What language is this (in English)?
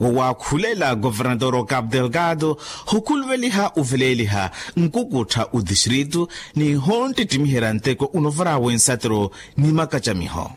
Makhuwa